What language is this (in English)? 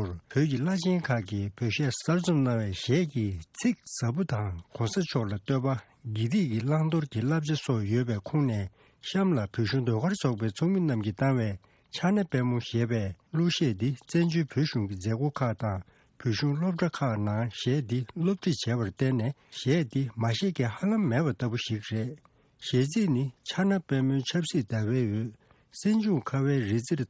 Tibetan